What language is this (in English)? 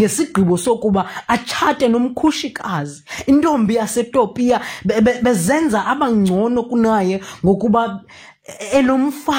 Xhosa